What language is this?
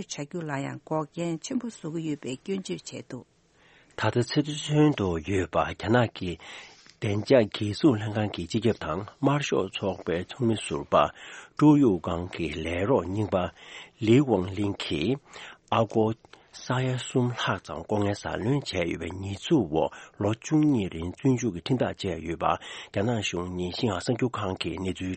Tibetan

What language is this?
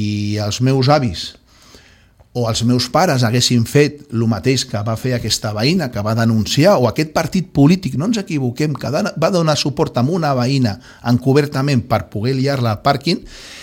Catalan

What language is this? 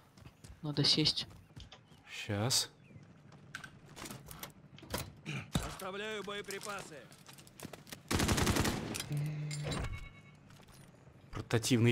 Russian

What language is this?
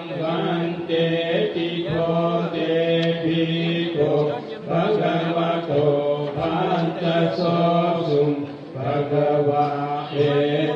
Pali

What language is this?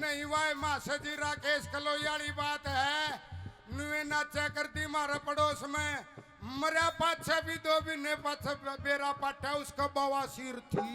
Haryanvi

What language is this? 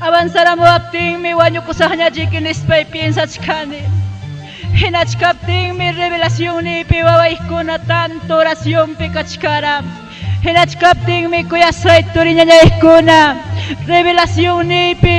Ayacucho Quechua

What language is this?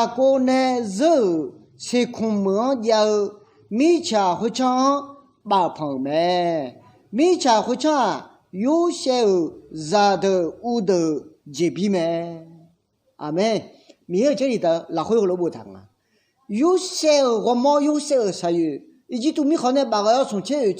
Akha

